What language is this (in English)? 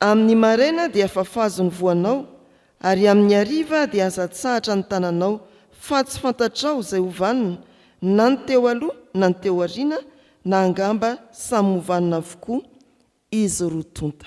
Malagasy